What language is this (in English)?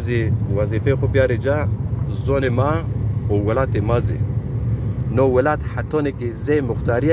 Zaza